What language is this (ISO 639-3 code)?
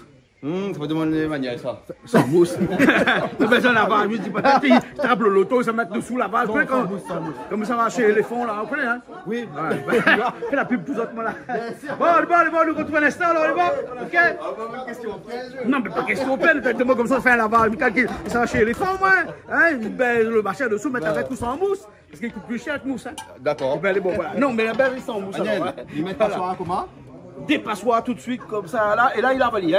rcf